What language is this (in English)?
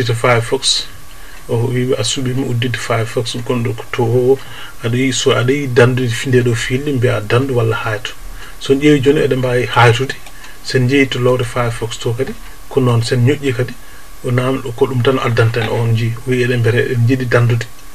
Fula